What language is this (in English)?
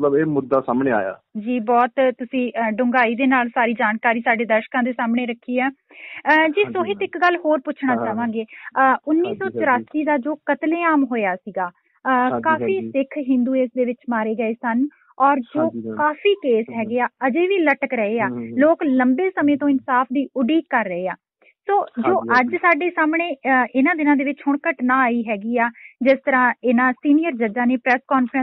Punjabi